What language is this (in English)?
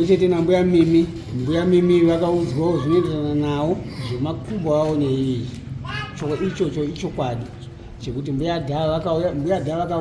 Shona